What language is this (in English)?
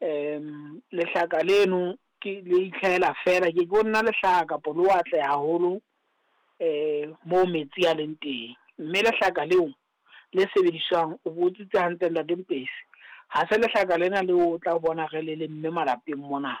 Southern Sotho